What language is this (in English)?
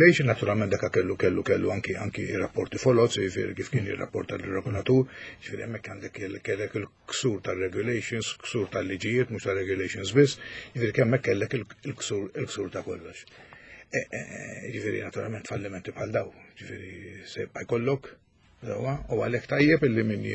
Maltese